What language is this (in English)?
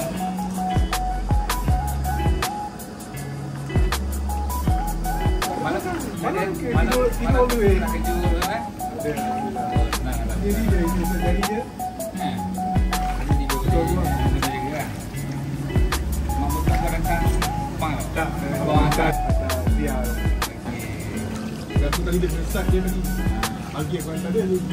Malay